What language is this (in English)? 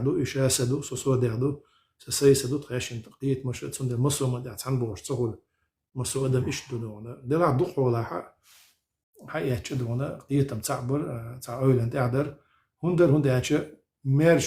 Chechen